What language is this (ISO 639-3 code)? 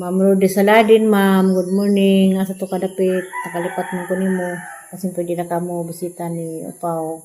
ceb